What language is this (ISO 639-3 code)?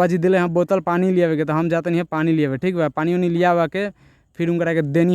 bho